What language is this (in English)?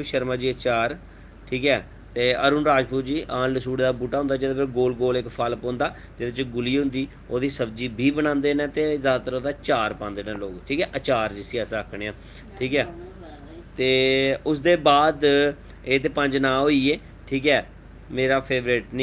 Dogri